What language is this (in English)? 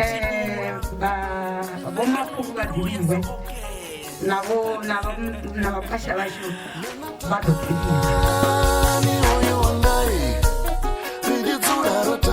Venda